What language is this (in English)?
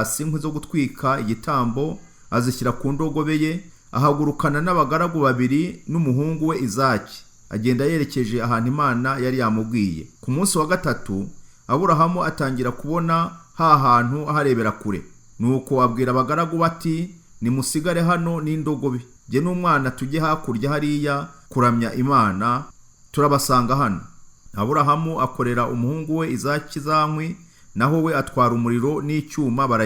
Kinyarwanda